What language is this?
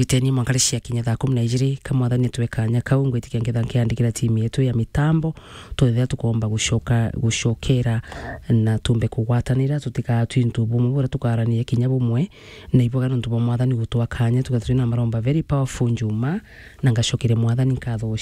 Meru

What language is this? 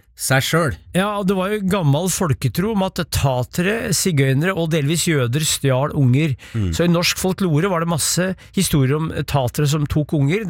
Norwegian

